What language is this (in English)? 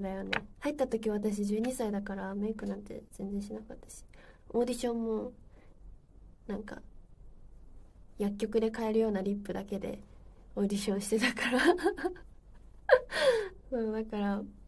Japanese